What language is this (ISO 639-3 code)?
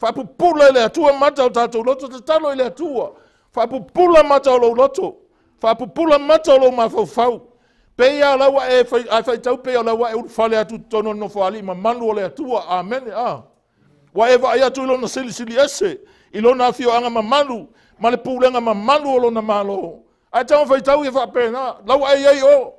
smo